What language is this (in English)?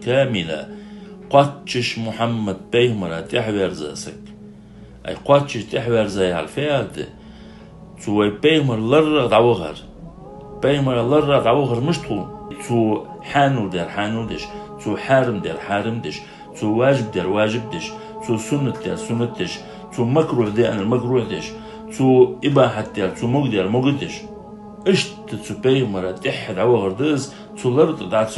Ingush